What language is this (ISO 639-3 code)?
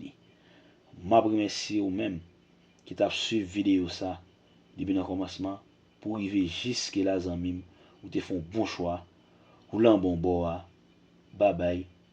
hat